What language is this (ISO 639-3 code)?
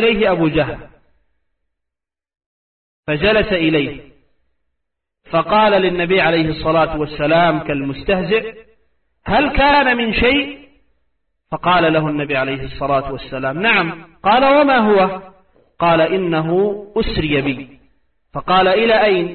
ara